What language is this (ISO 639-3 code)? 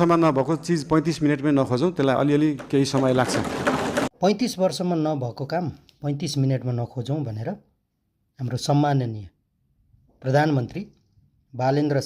nep